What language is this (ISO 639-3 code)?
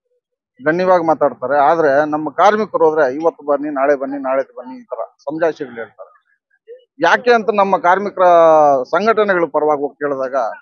kan